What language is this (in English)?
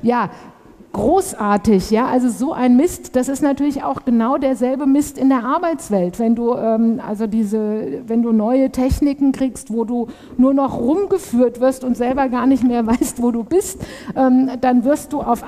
German